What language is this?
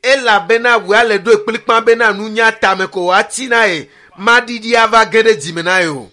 Ewe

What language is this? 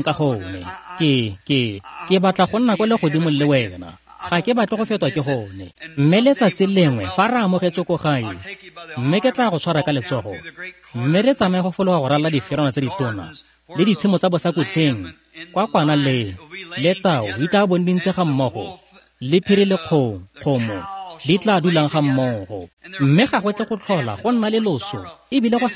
Tswana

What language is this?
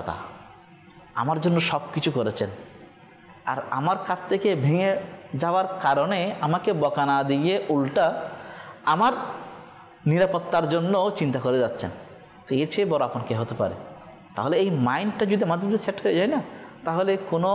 Bangla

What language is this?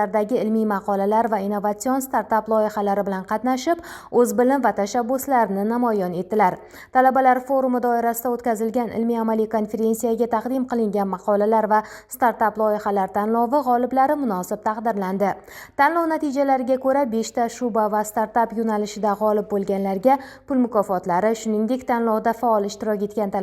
Uzbek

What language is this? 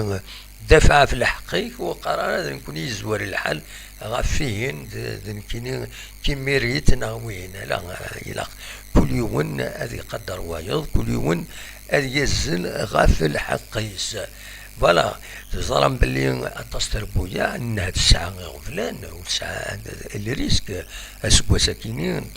Kabyle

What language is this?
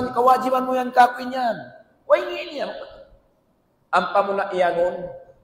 Tausug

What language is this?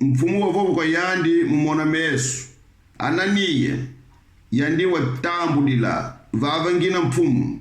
Kongo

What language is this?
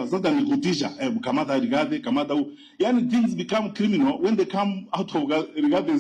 Gusii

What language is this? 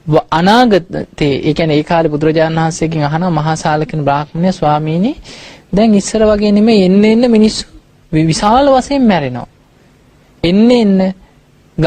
Sinhala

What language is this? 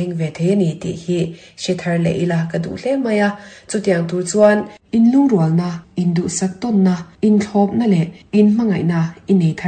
Mizo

